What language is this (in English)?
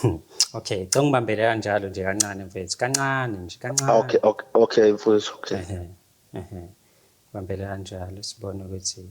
Zulu